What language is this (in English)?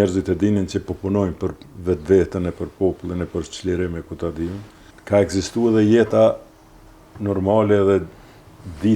Albanian